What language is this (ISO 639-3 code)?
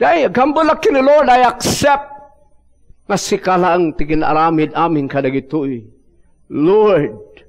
ilo